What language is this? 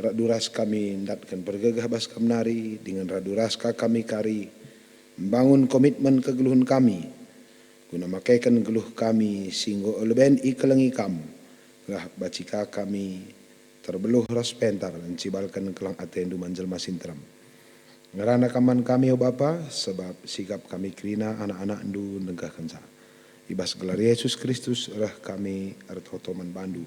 Batak Karo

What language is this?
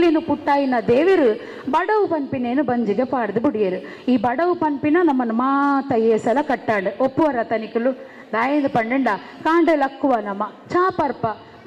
Tulu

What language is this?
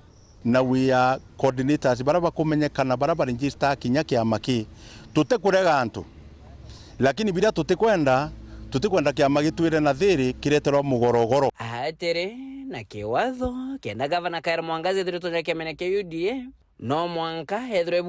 Meru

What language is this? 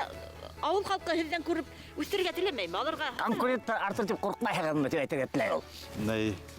Bashkir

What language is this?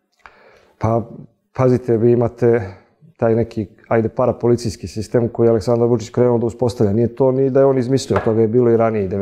Serbian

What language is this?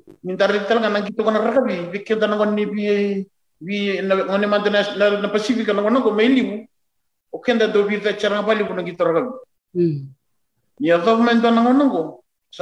Fijian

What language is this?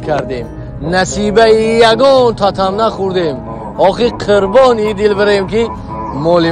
Tajik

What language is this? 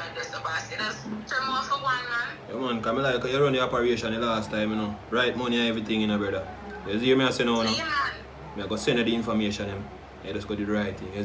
Jamaican Creole English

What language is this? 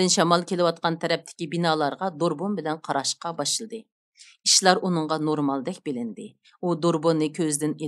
Uyghur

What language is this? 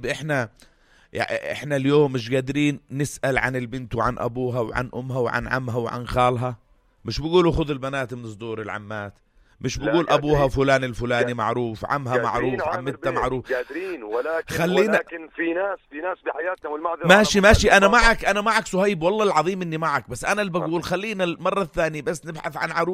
North Levantine Arabic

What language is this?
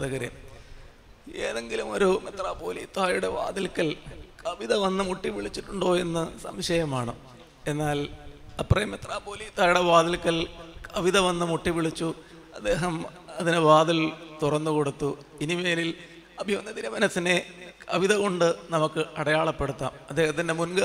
Malayalam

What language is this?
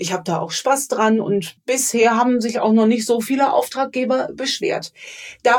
German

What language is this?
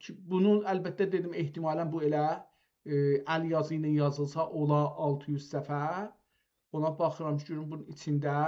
South Azerbaijani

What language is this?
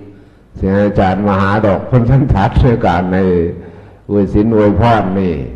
Northeastern Thai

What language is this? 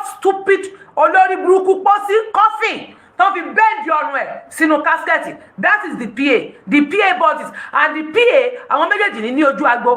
Yoruba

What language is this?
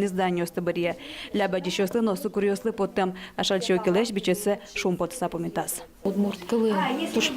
Udmurt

